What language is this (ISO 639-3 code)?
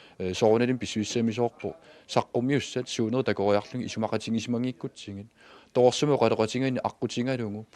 kal